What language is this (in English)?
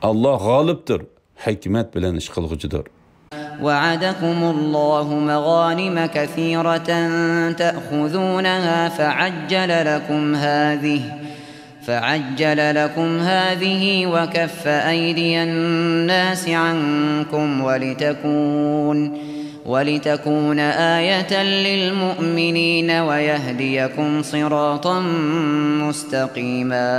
Uyghur